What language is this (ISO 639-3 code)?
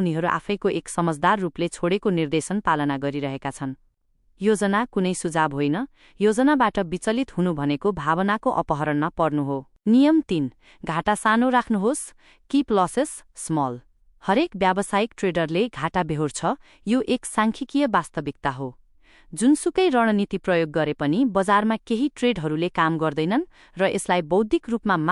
nep